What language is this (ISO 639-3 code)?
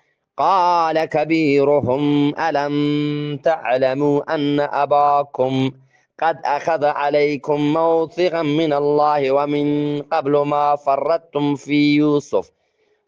bgp